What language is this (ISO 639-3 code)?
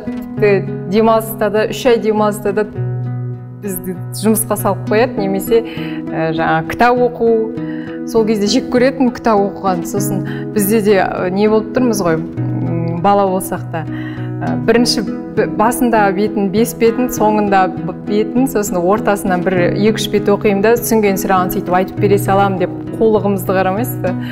kaz